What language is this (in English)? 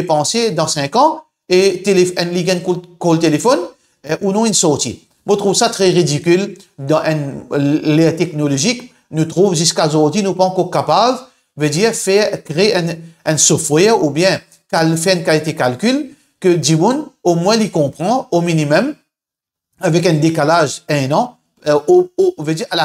Morisyen